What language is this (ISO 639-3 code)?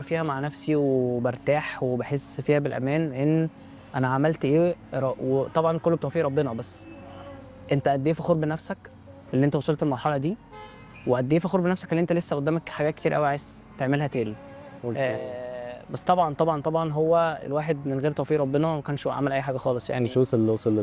arz